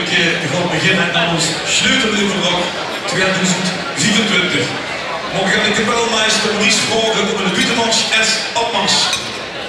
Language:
Limburgish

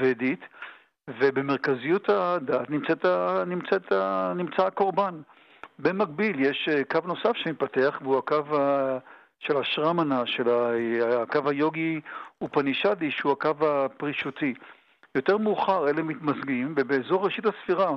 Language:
Hebrew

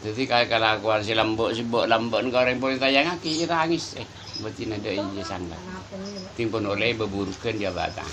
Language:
Madurese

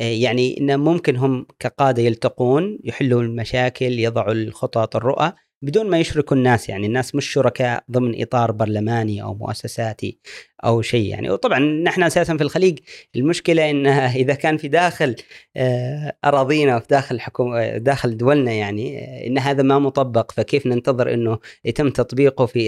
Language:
Gulf Arabic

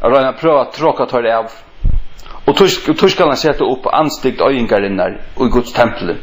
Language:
Faroese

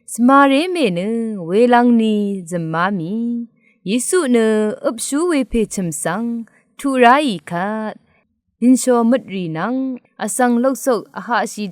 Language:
Rawang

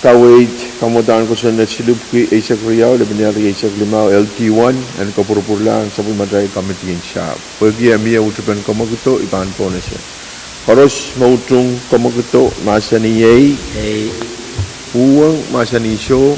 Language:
Pohnpeian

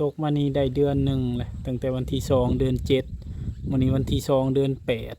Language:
Northeastern Thai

